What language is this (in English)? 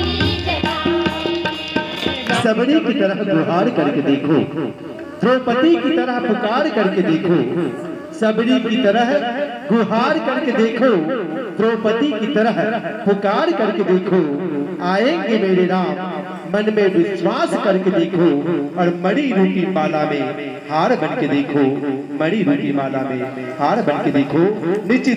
Hindi